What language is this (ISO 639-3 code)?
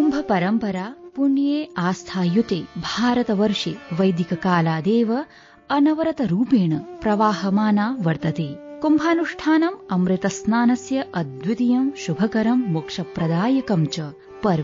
san